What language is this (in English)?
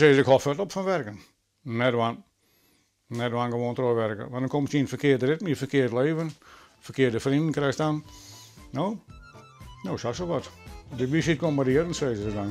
Western Frisian